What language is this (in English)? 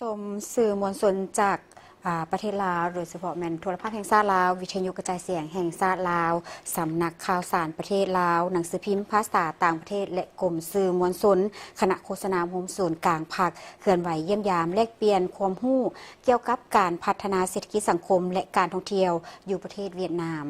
Lao